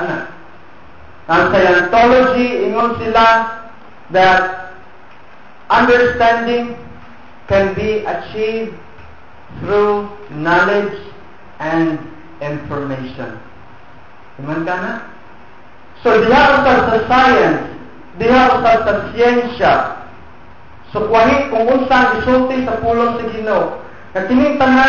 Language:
Cebuano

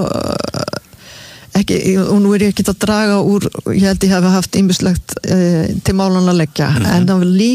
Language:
Icelandic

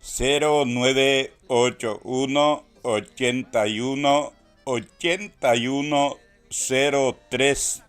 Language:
Guarani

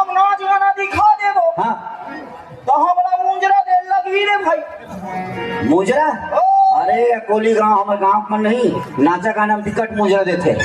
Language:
Chhattisgarhi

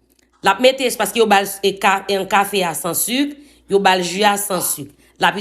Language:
Haitian Creole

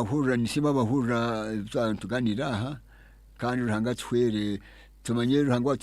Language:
Nyankole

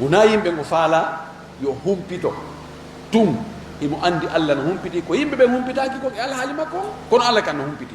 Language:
Fula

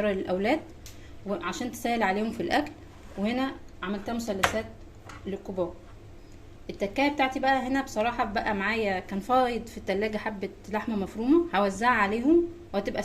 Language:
Egyptian Arabic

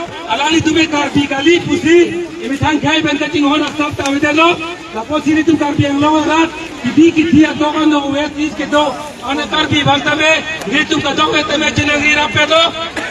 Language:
Karbi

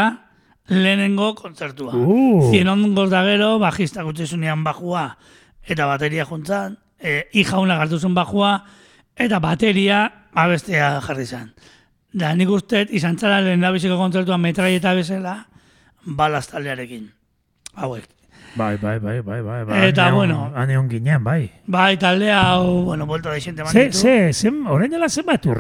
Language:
Basque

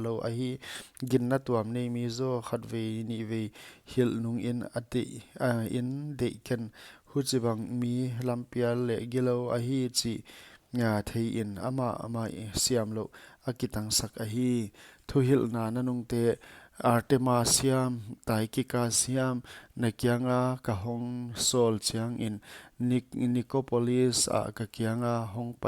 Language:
Paite Chin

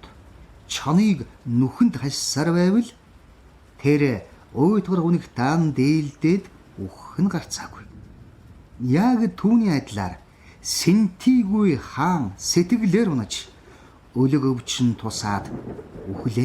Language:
Mongolian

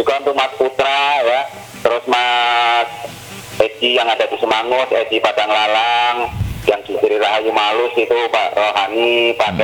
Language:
Indonesian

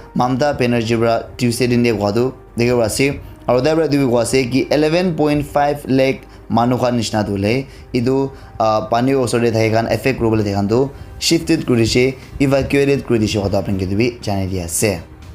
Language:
Naga Pidgin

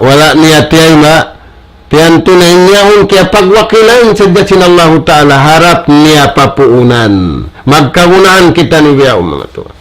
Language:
Tausug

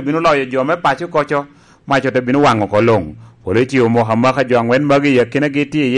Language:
Lango (Uganda)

